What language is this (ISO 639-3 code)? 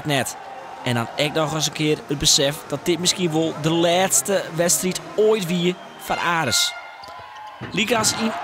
fry